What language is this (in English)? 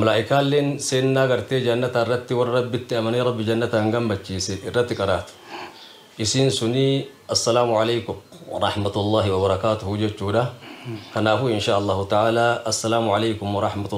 Oromo